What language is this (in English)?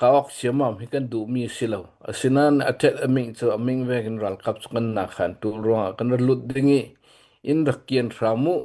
Hakha Chin